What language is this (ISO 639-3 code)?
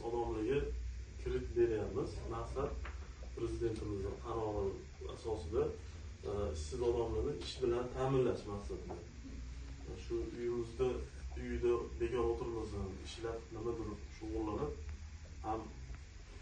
uzb